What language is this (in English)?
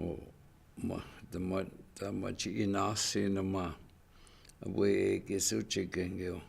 Chippewa